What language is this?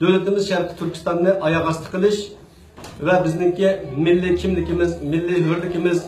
Uyghur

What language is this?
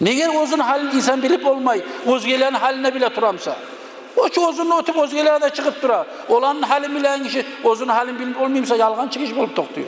Kumyk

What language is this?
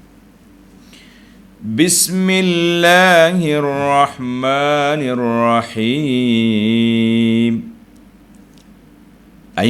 Malay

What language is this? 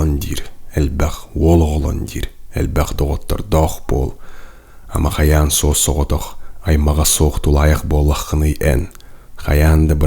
Yakut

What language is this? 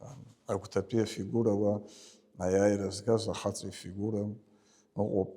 Abkhazian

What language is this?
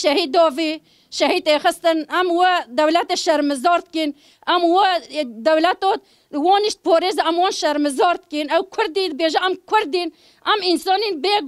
Kurdish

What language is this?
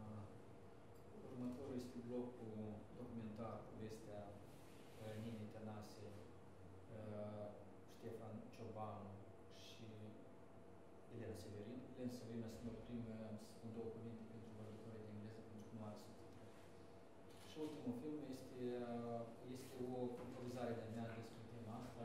Romanian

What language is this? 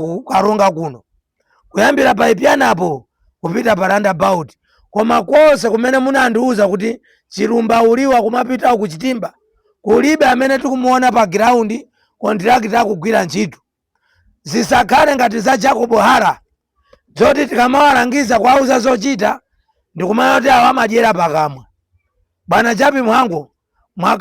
Nyanja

